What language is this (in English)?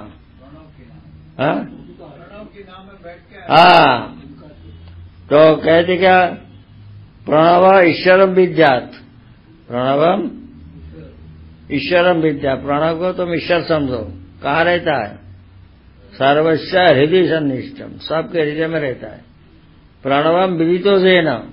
Hindi